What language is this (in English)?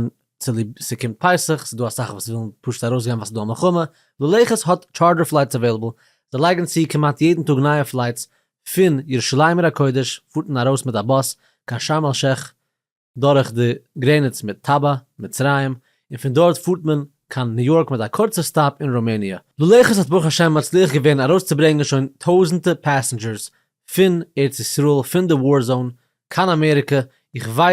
Yiddish